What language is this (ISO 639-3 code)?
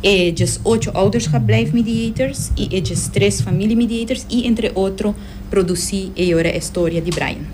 pap